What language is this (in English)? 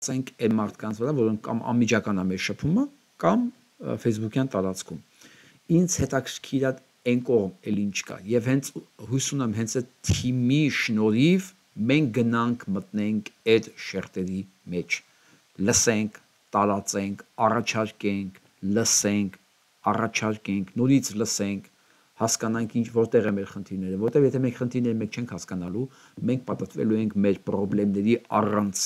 Armenian